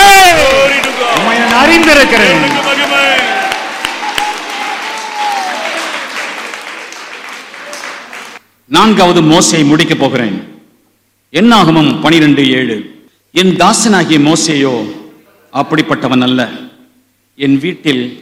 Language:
Tamil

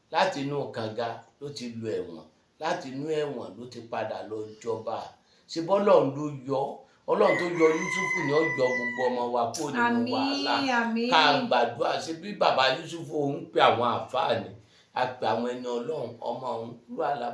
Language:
Yoruba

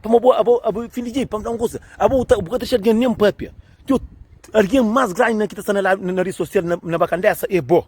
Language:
Kabuverdianu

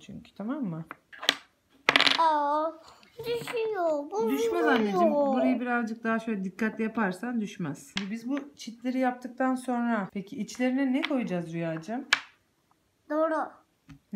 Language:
Turkish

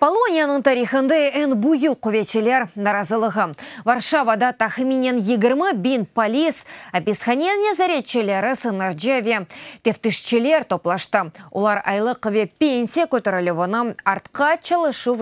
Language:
Crimean Tatar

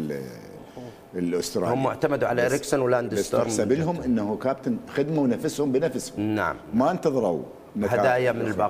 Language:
Mesopotamian Arabic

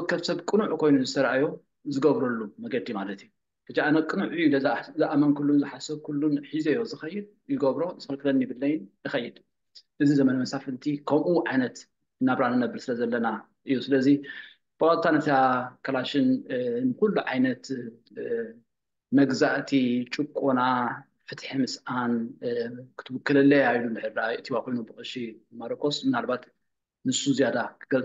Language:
Tigrinya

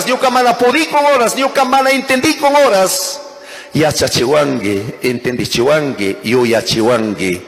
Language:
Chimborazo Highland Quichua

